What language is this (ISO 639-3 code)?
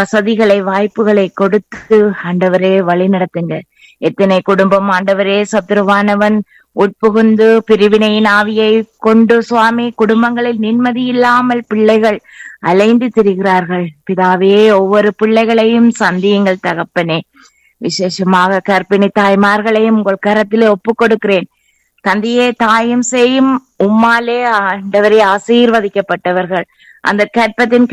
tam